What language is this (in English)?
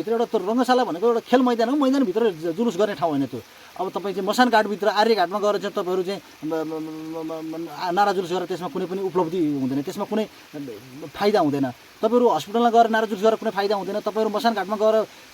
Nepali